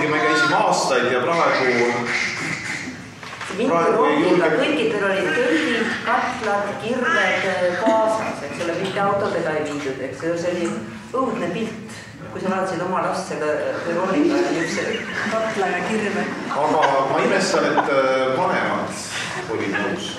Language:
Estonian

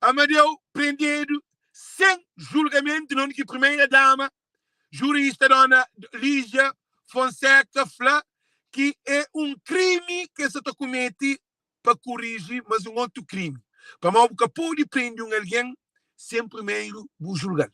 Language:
Kabuverdianu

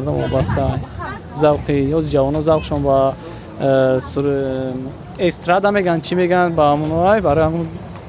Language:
Tajik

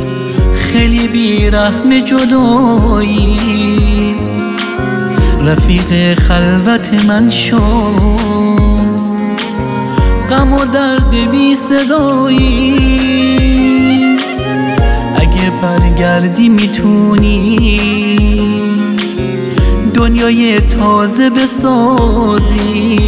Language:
Persian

